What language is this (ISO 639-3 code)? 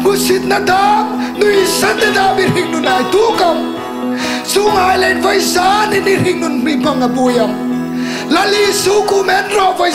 hmr